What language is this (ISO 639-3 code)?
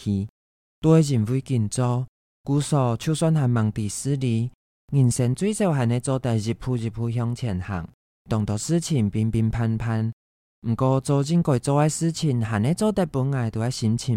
hak